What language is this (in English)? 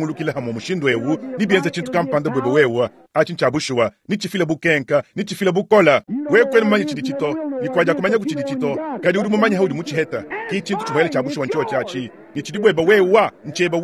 Luba-Lulua